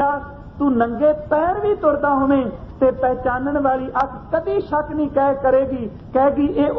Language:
Punjabi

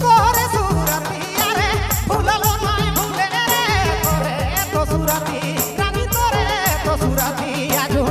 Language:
Sadri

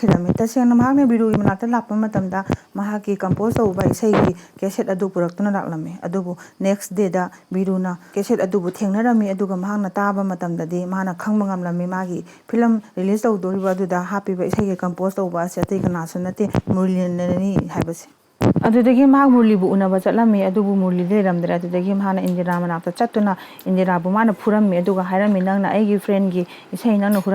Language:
Manipuri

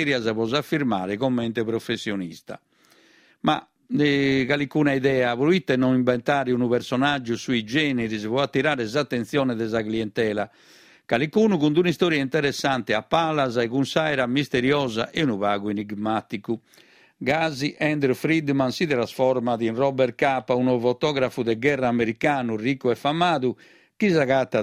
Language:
Sardinian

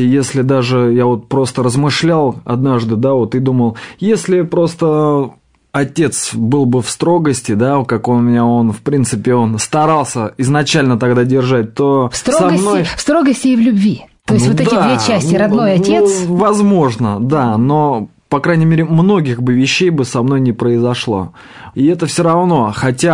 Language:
Russian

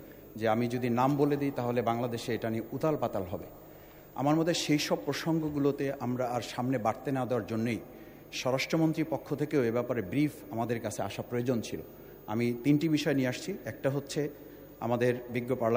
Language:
Bangla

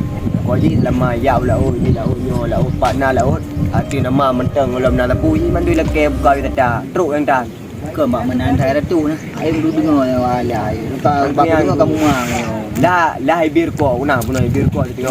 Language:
Achinese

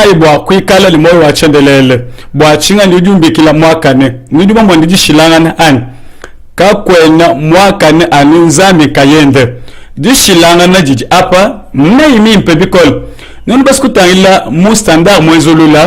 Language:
Luba-Lulua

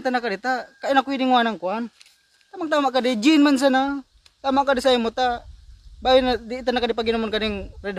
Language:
Bikol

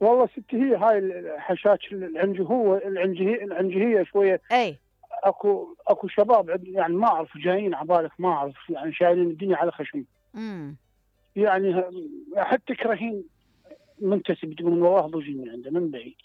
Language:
Mesopotamian Arabic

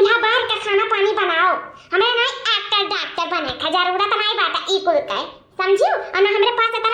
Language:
Awadhi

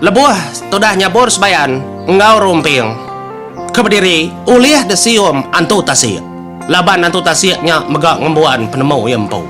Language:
Iban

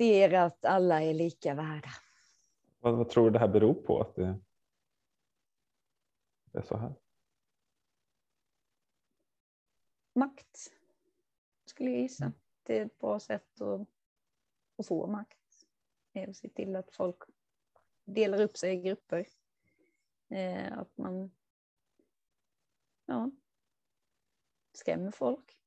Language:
Swedish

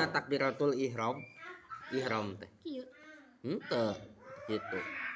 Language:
Sundanese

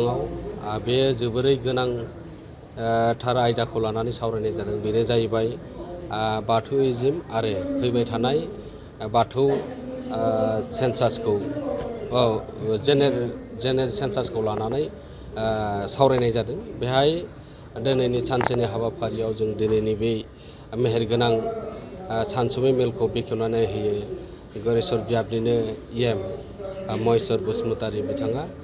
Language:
Bodo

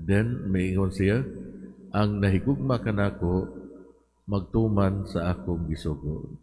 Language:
Cebuano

